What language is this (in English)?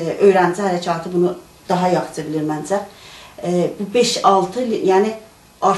South Azerbaijani